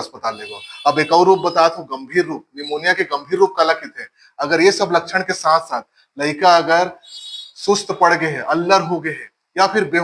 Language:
Chhattisgarhi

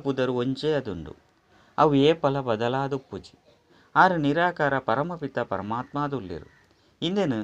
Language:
Tulu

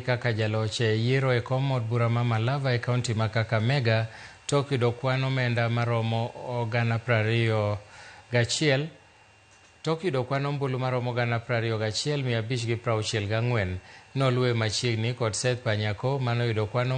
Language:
Luo (Kenya and Tanzania)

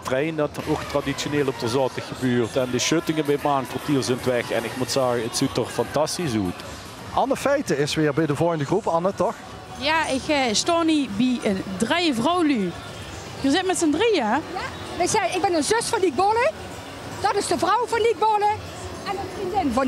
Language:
Limburgish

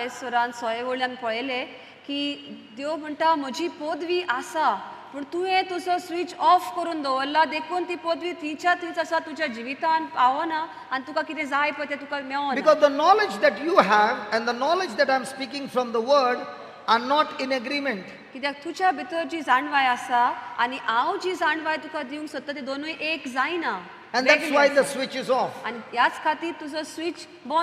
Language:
Konkani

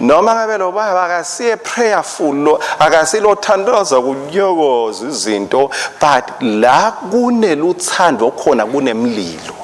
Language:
Swati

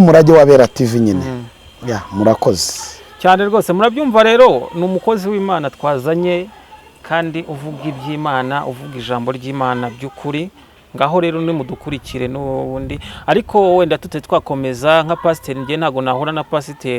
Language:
Kinyarwanda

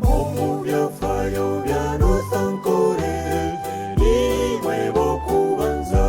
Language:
Nyankole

